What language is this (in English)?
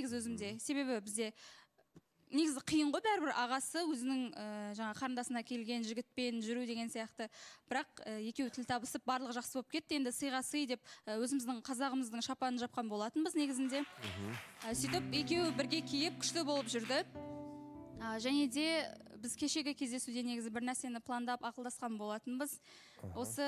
Kazakh